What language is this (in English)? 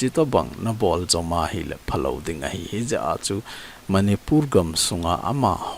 Thado Chin